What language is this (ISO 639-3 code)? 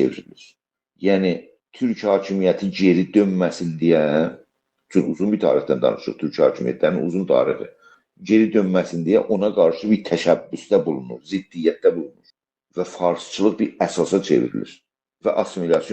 azb